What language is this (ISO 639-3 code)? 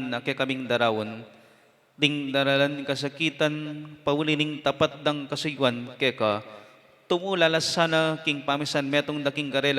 pam